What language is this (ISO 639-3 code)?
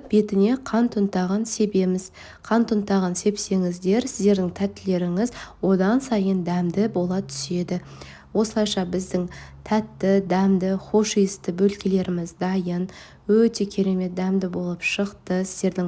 kaz